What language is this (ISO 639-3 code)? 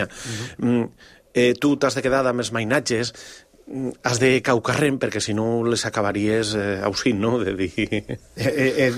cat